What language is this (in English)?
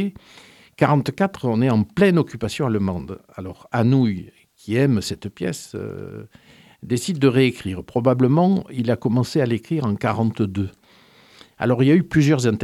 French